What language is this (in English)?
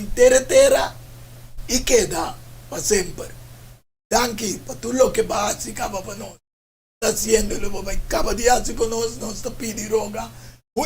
Papiamento